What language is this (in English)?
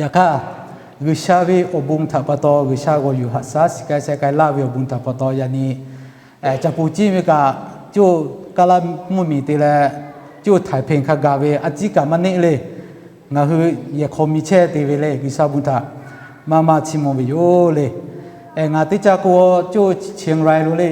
Lahu